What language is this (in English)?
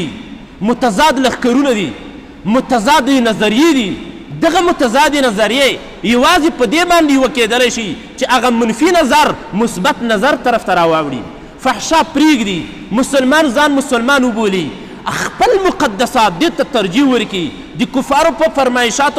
Pashto